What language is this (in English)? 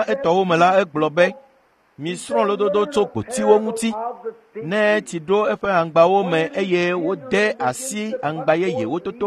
Ewe